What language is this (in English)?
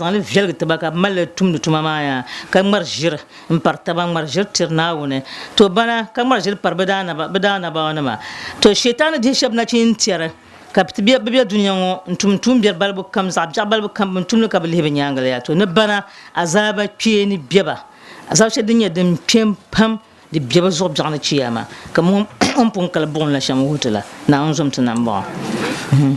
Dagbani